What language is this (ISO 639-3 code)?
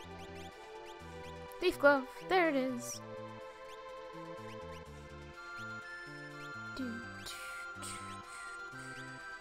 eng